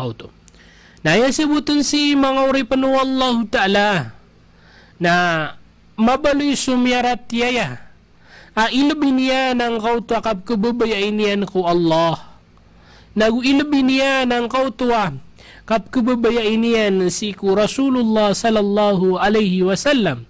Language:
Maranao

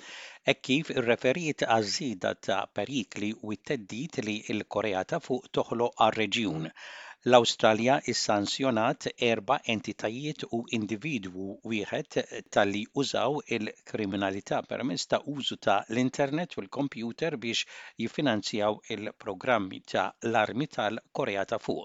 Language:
Maltese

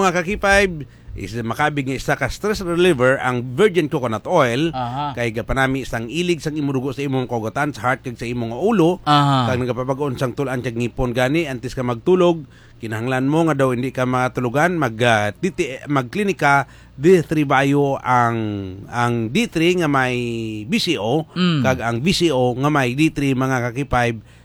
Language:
Hiligaynon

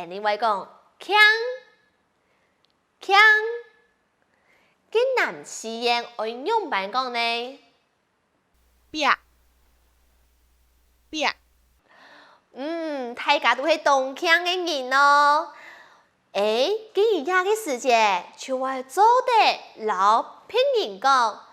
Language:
Hakka Chinese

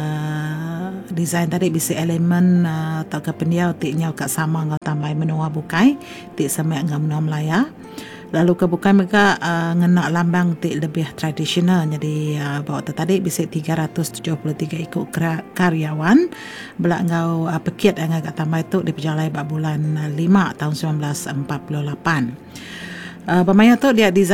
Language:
Iban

